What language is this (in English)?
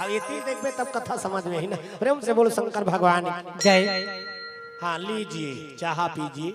Chhattisgarhi